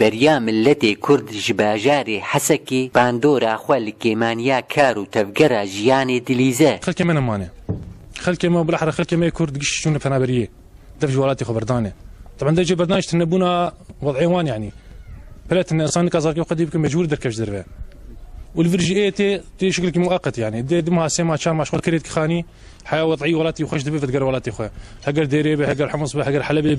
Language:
Kurdish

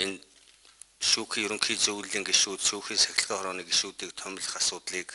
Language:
Mongolian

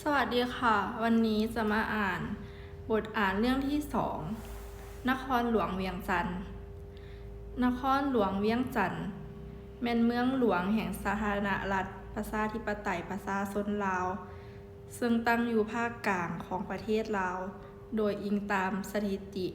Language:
Lao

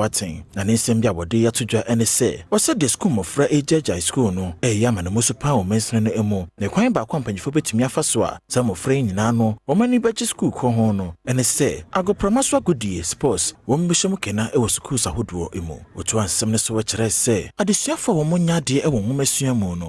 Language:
Akan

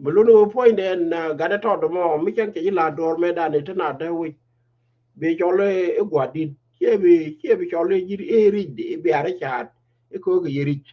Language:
Nuer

